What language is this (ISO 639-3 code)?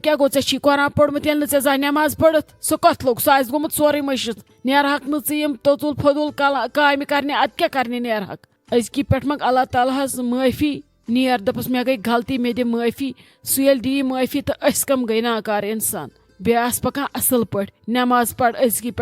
kas